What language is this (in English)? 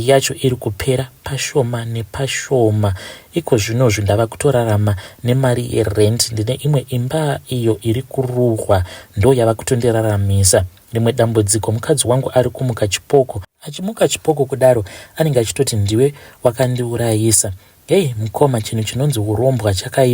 Shona